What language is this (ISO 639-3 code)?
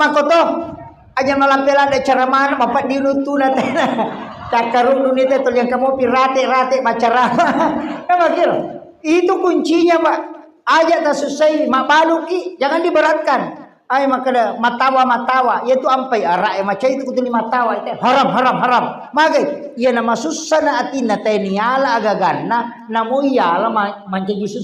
bug